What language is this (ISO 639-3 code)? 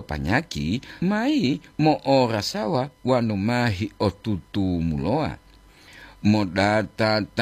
gor